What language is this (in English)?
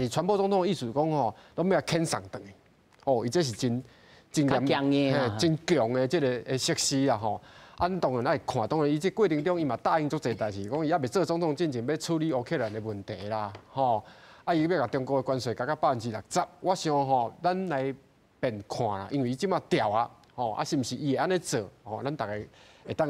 Min Nan Chinese